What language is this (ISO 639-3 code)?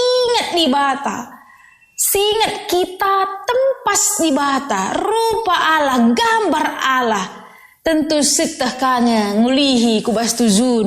btx